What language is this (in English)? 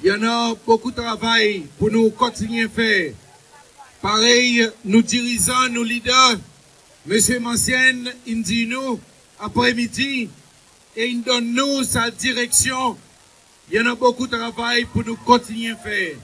Seselwa Creole French